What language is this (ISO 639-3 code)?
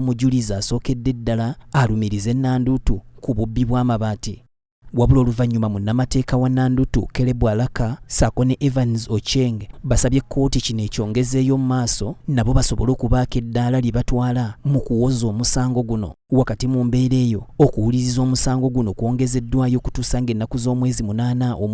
lug